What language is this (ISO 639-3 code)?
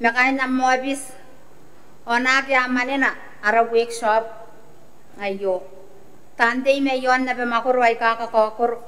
gil